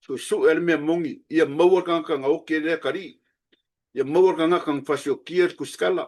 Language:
Samoan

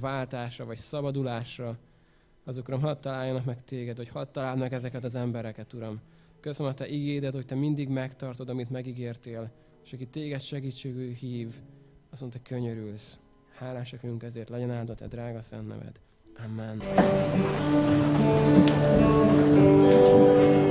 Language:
Hungarian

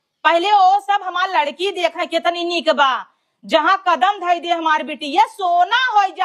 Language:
Awadhi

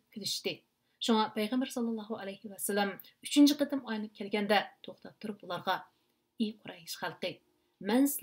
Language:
Uyghur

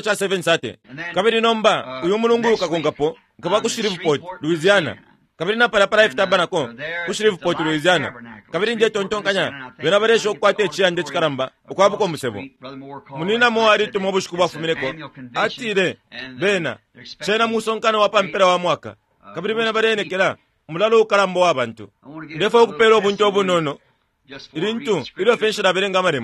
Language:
Bemba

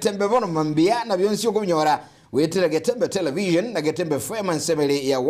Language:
Gusii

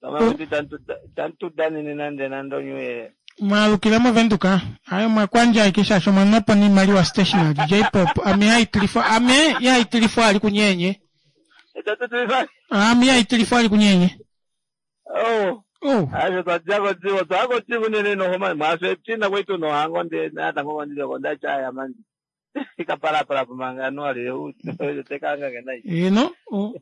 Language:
Kuanyama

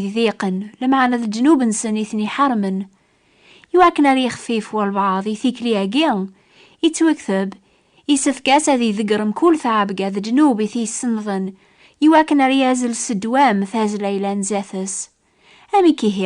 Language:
Kabyle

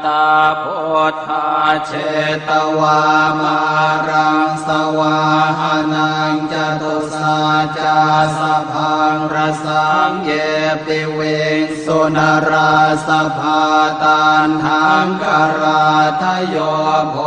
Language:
Pali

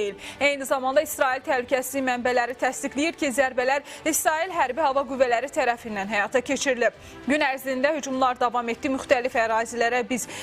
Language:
Azerbaijani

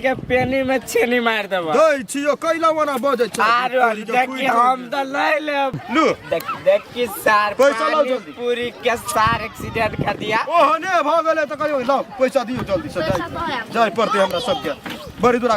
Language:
Maithili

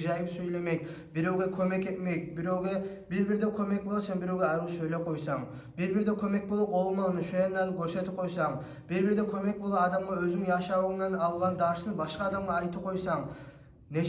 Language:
Kumyk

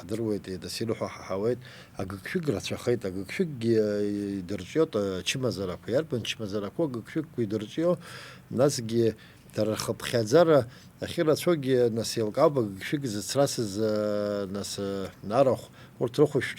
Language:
Abkhazian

